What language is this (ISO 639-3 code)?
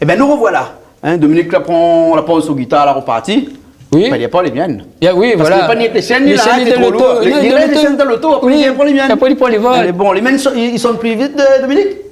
rcf